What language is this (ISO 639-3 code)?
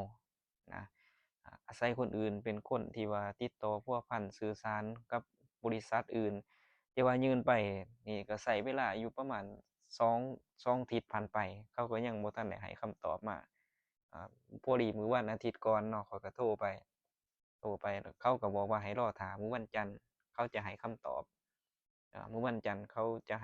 lao